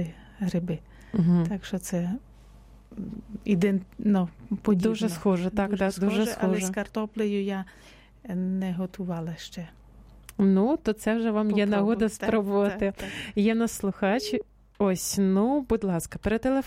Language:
Ukrainian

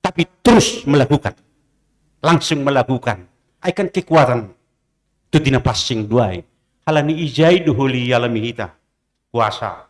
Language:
Batak Simalungun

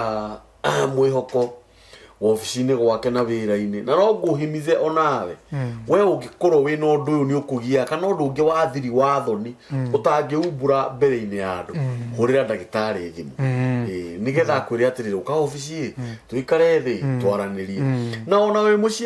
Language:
Kikuyu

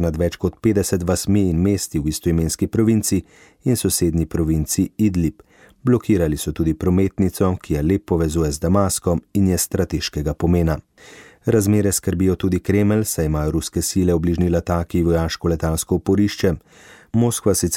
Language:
Slovenian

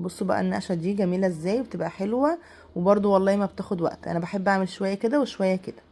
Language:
Egyptian Arabic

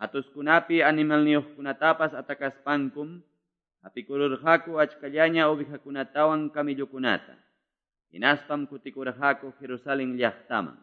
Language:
Quechua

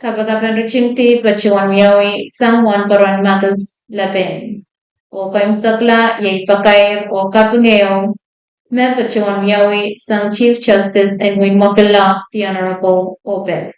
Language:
Pohnpeian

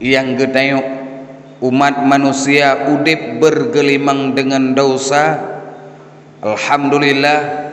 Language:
Achinese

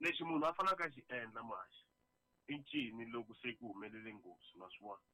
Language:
Tsonga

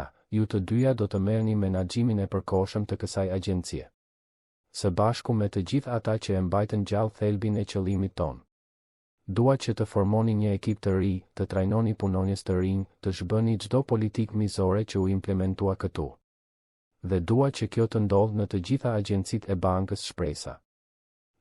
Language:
Albanian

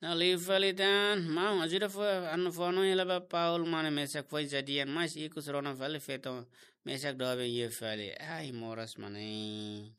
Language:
Tetum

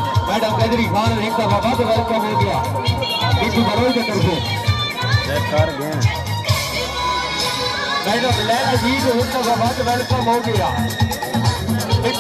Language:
Hindi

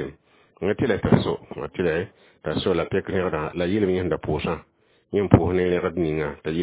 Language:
Mossi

